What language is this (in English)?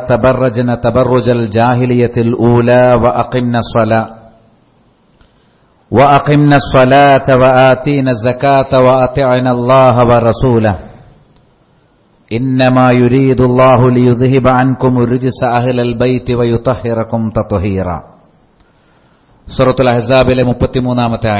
Malayalam